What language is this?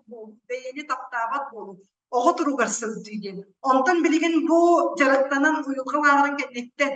Yakut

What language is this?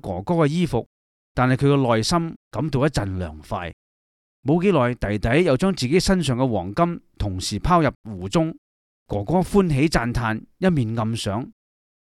Cantonese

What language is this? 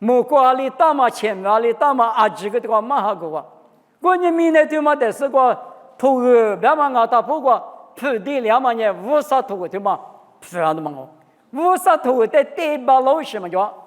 Lisu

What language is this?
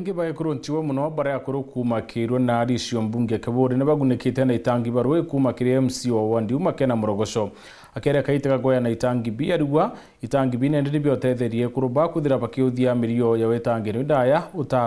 Meru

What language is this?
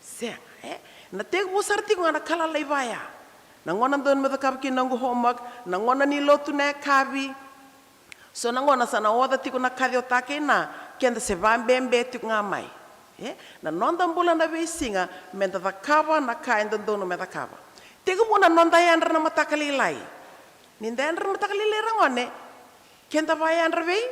Fijian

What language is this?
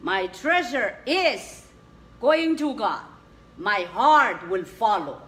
Pohnpeian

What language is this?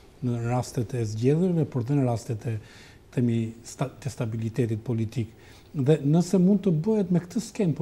Albanian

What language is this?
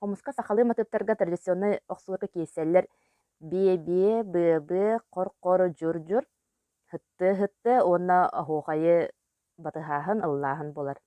Yakut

